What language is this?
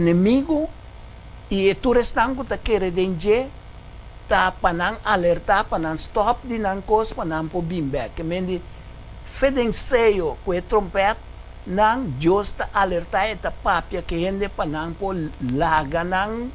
Papiamento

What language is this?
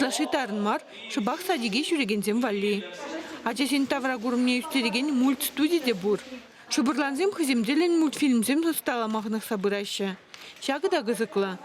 Chuvash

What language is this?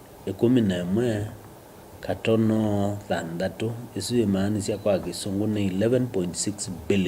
Kamba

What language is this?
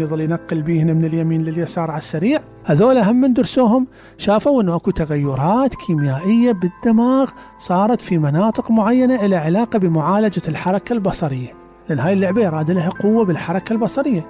Mesopotamian Arabic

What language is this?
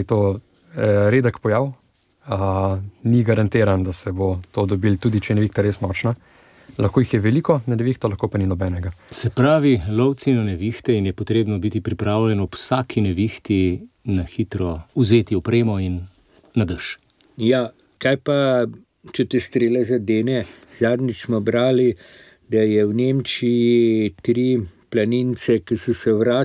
Slovenian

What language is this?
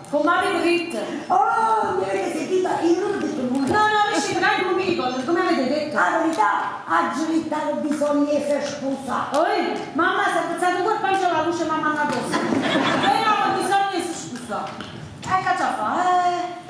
Neapolitan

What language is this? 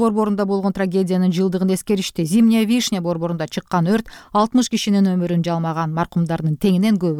Kyrgyz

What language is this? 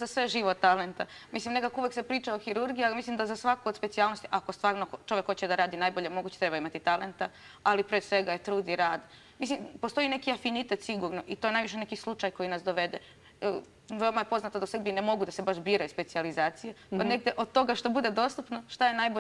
Serbian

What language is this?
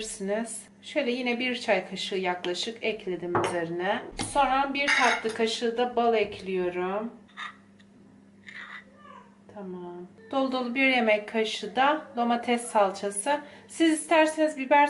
Turkish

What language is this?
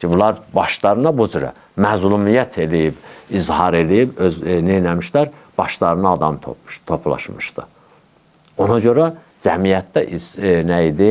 Azerbaijani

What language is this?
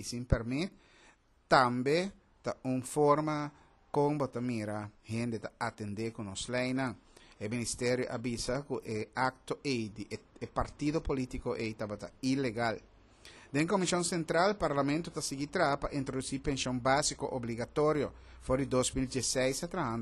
Papiamento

